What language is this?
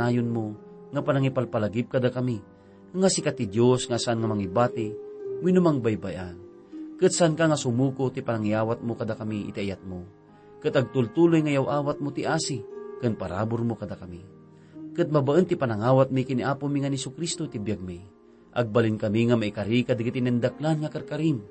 Iloko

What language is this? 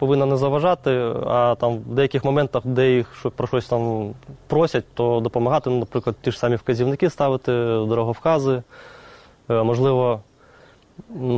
Ukrainian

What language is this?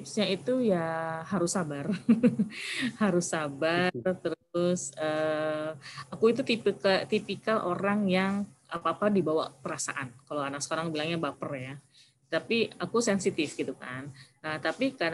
Indonesian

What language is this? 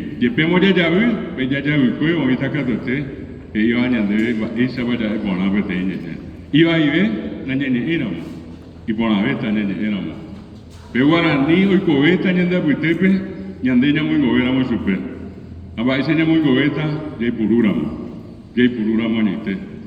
Guarani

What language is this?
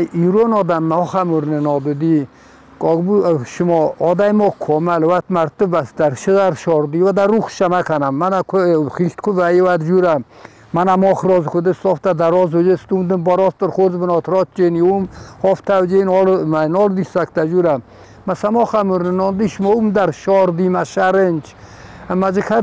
Ossetic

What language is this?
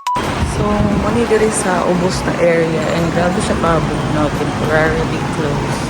Cebuano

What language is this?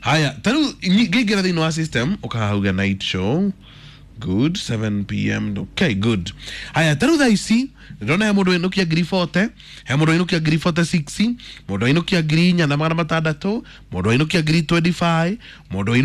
Kikuyu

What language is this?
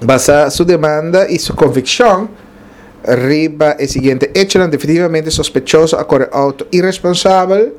Papiamento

